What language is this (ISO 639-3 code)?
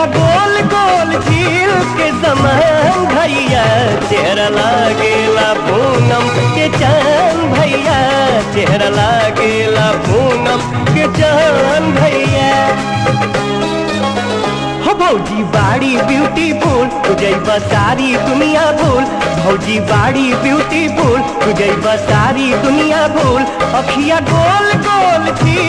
bho